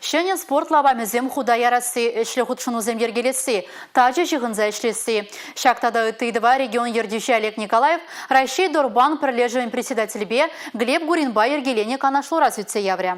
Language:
Chuvash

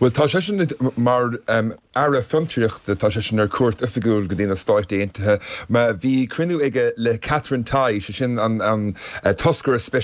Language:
Irish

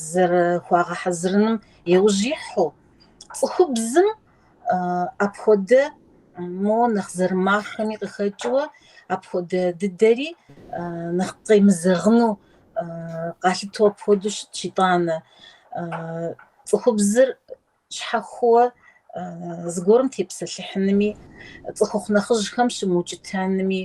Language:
Kabardian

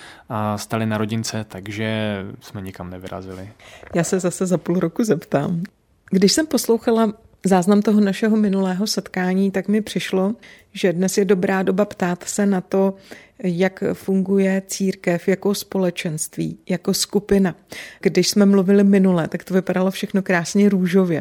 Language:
Czech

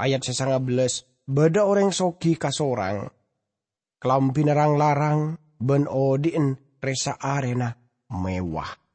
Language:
Madurese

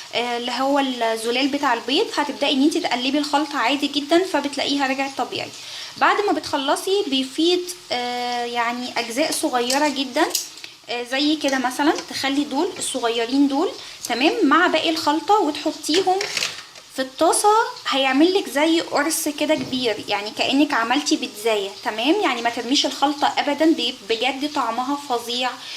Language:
Egyptian Arabic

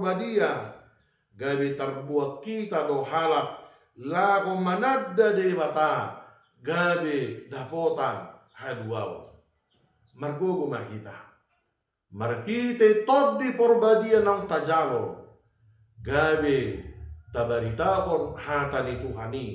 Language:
Batak Toba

